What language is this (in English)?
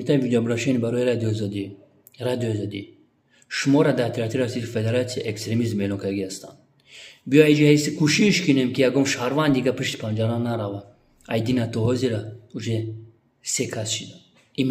Tajik